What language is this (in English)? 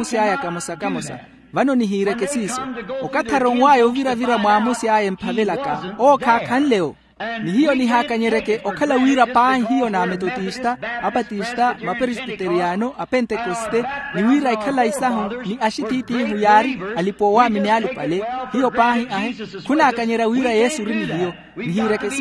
Makhuwa